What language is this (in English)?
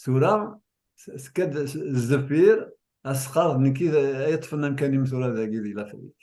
Kabyle